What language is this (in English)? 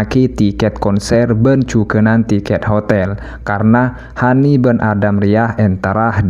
Madurese